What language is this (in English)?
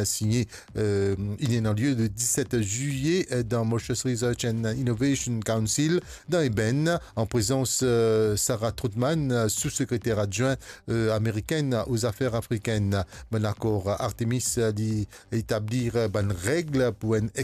Morisyen